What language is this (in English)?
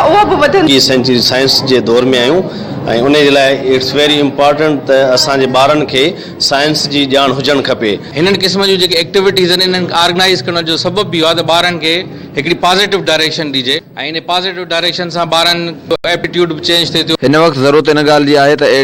Sindhi